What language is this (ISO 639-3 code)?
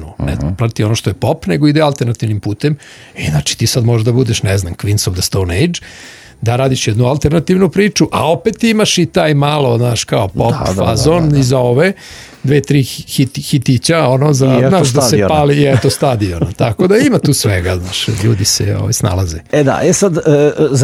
srp